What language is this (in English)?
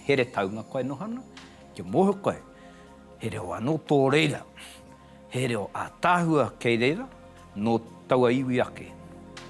Māori